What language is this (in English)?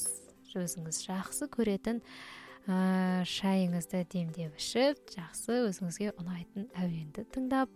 Kazakh